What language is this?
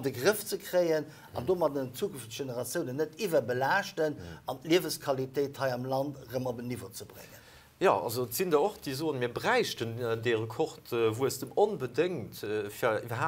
Luxembourgish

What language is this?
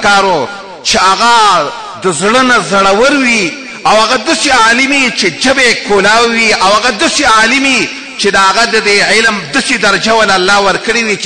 Pashto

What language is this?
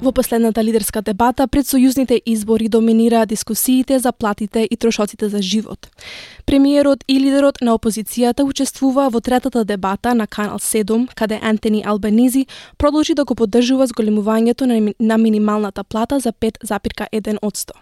Macedonian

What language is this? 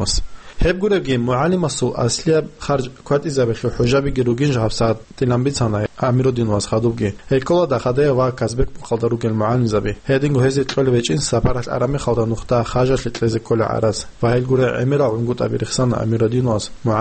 Avaric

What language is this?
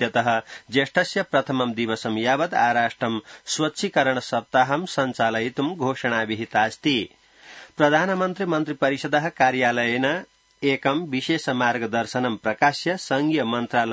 Sanskrit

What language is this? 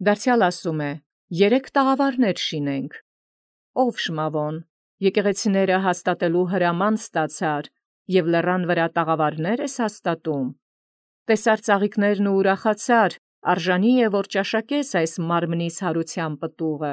Armenian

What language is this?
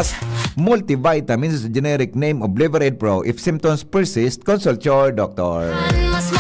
Bikol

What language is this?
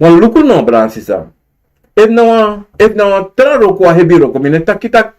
Sranan Tongo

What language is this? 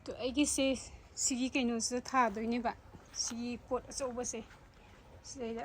Manipuri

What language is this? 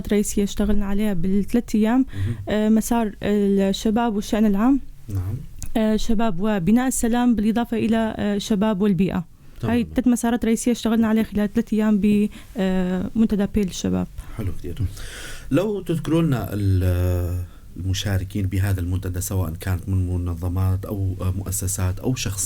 North Levantine Arabic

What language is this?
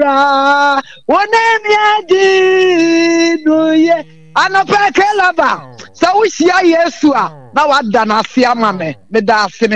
Akan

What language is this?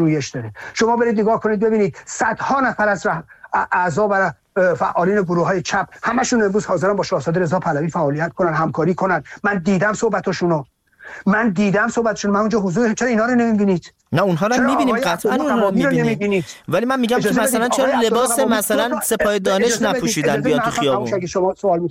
Persian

